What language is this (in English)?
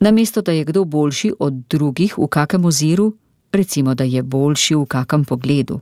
Slovenian